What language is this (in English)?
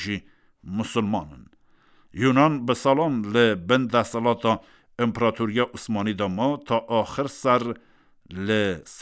Kurdish